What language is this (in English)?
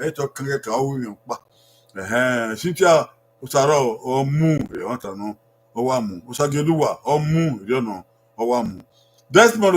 Bini